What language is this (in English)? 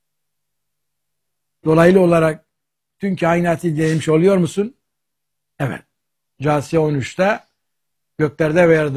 Turkish